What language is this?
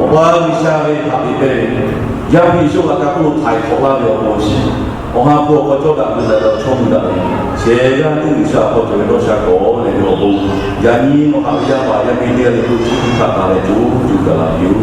Lahu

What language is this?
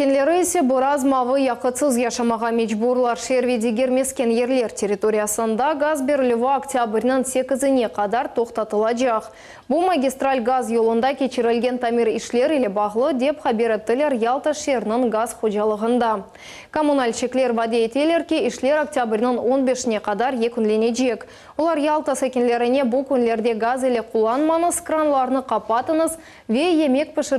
Crimean Tatar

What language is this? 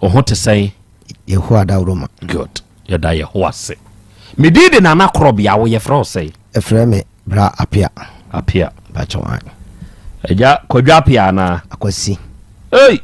Akan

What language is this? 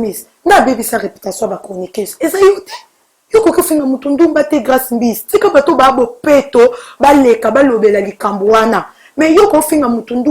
Lingala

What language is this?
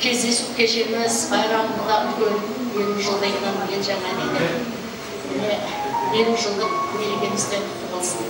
Kara-Kalpak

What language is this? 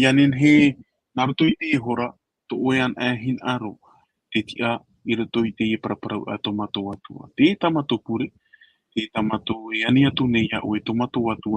Tahitian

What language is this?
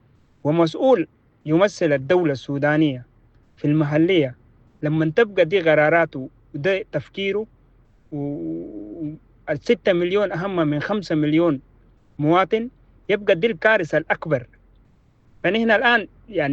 Sudanese Arabic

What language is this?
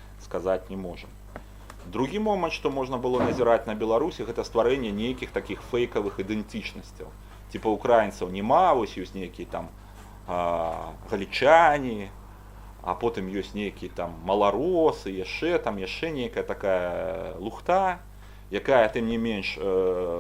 Belarusian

